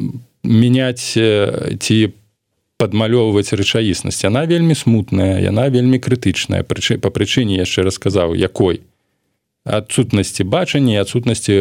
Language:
Belarusian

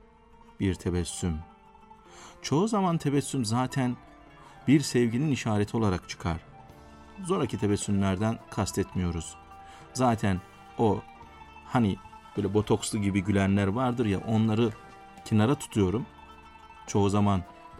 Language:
Turkish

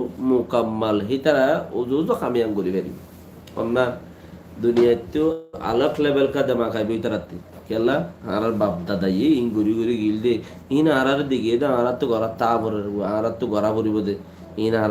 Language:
Rohingya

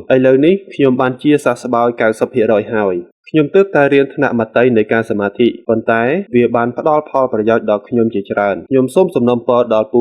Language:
Khmer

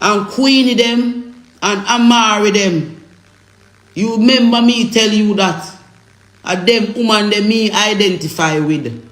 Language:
Jamaican Creole English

